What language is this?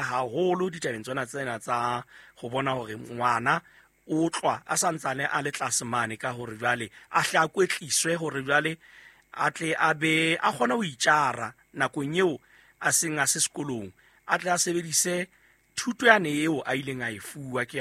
Southern Sotho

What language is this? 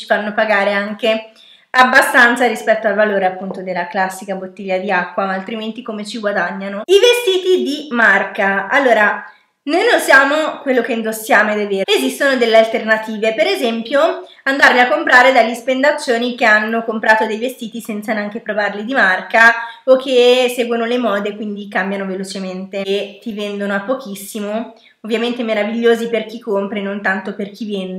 Italian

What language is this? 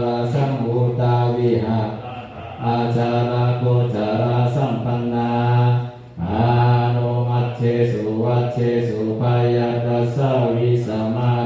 Pali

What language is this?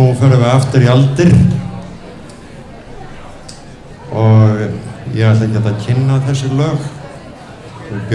Icelandic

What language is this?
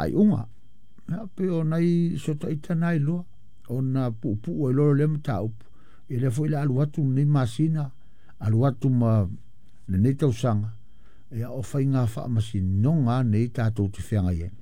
Samoan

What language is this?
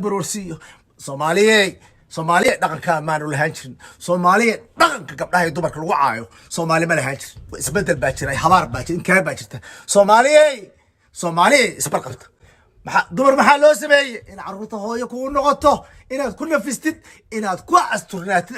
Somali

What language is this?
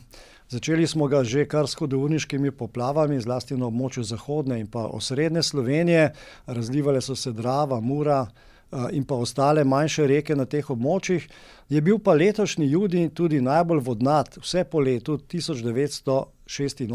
Slovenian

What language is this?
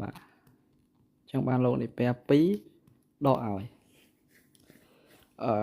Khmer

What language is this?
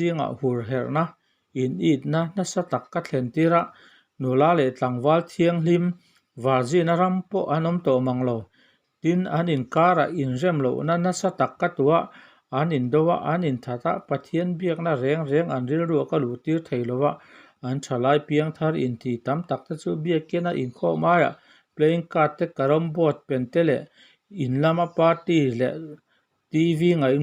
Mizo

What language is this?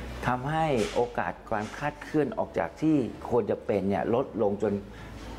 Thai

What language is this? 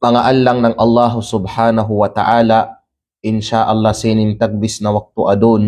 Kalagan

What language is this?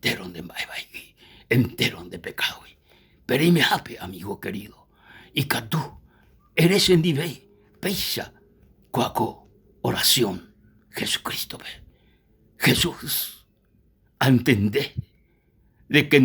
Guarani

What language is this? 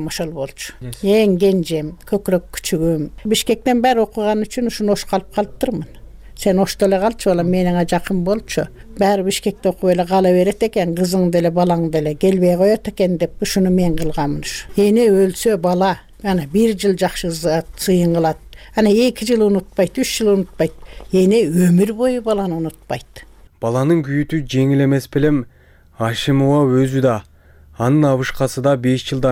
Kyrgyz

